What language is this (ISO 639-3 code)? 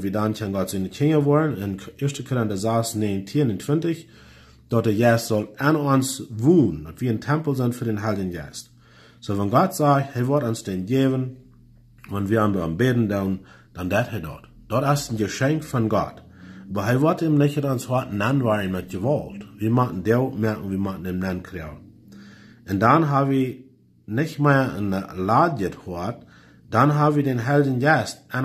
pdt